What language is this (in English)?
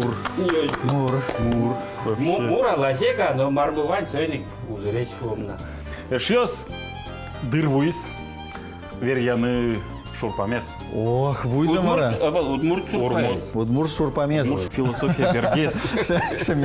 Udmurt